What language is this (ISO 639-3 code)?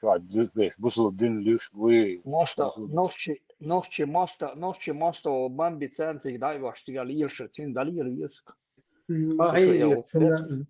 che